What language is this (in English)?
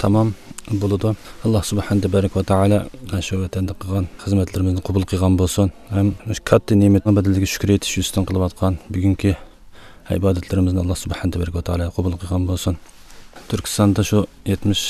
Uyghur